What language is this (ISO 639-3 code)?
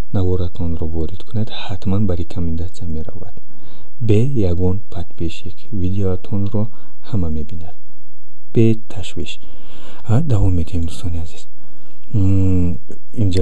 tgk